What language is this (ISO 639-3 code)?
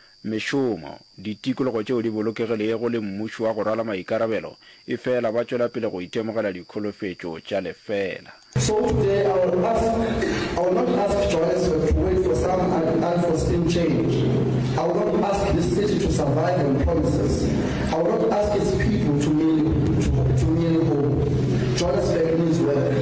nso